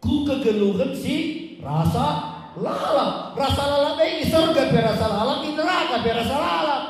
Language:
Batak Karo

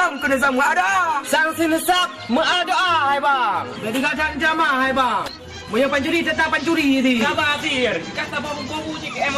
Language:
Achinese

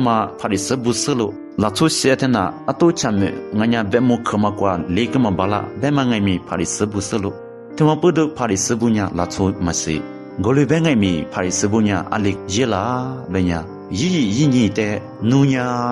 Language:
Lisu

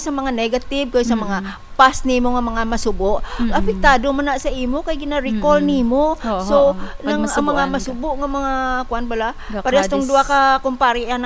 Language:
Hiligaynon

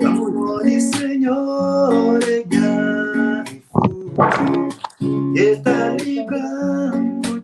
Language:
Kabuverdianu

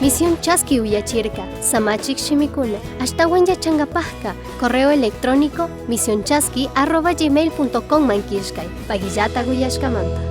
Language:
Chimborazo Highland Quichua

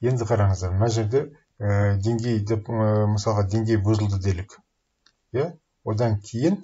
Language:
Kazakh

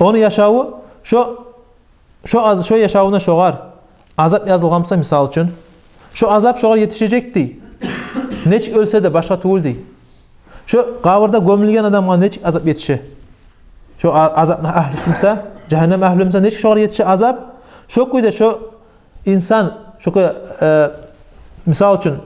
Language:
Kumyk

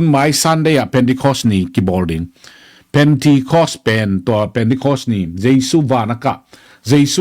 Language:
Tedim Chin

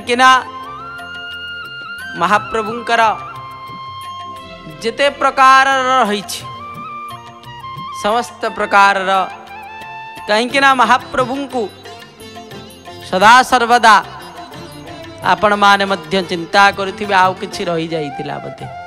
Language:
Odia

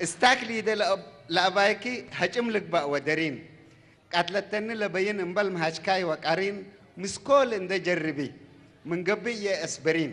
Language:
Tigre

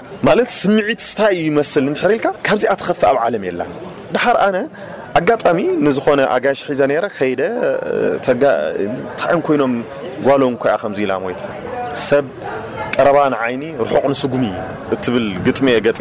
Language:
Tigrinya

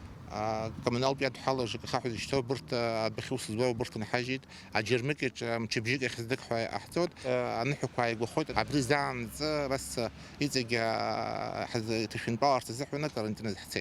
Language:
Abkhazian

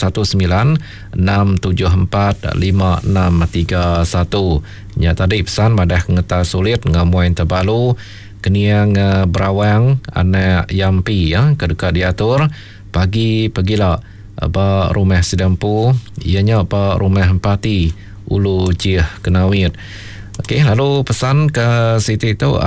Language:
Iban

